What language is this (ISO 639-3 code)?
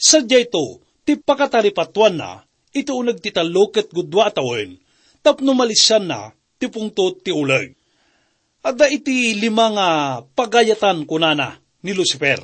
ilo